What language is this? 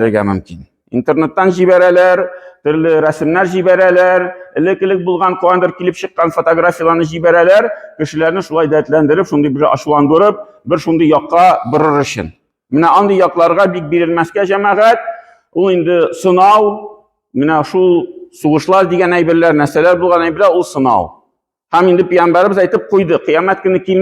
Tatar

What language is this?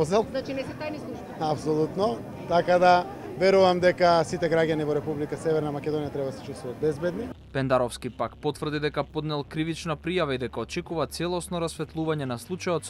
Macedonian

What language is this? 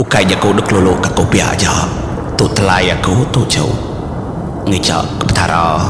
Iban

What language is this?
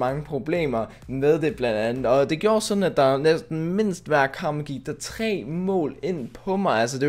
Danish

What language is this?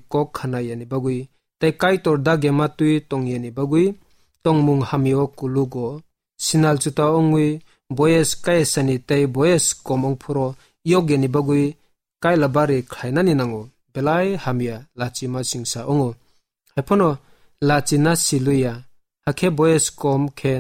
Kok Borok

